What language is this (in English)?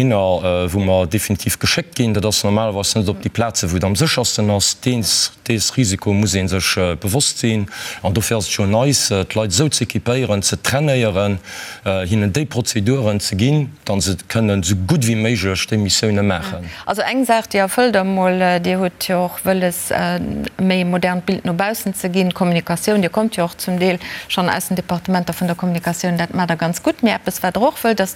Luxembourgish